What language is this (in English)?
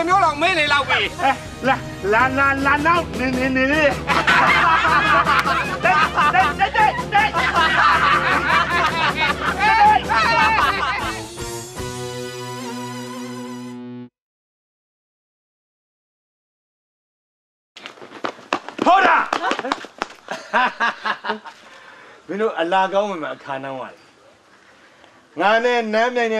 Burmese